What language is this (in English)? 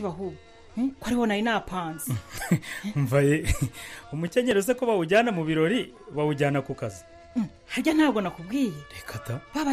Kinyarwanda